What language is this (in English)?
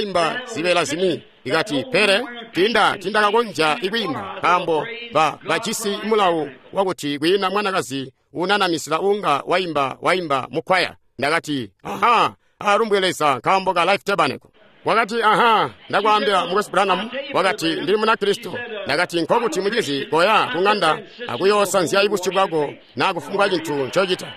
Tonga (Zambia)